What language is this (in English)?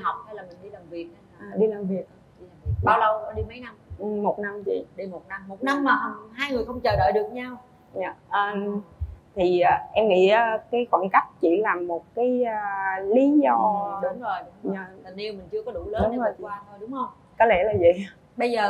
Vietnamese